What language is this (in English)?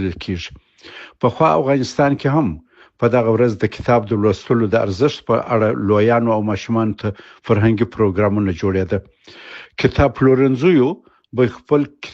Pashto